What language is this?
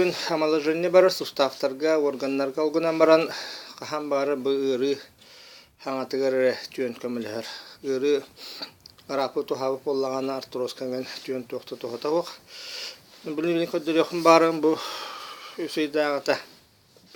Yakut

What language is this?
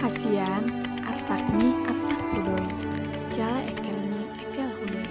Batak Toba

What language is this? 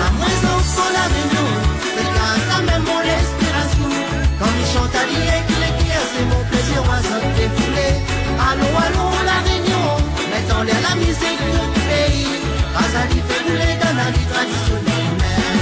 Réunion Creole French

